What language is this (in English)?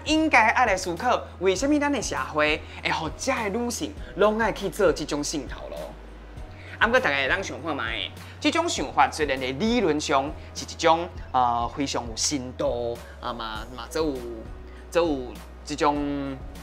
Min Nan Chinese